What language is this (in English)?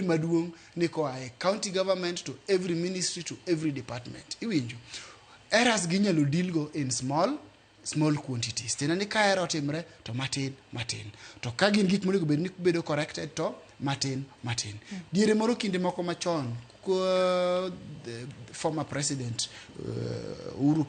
Luo (Kenya and Tanzania)